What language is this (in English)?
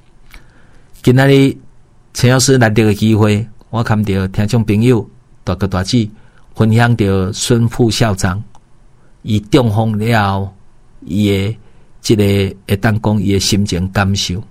Min Nan Chinese